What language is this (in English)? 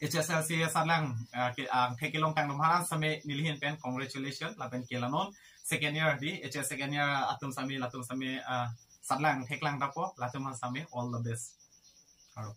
Karbi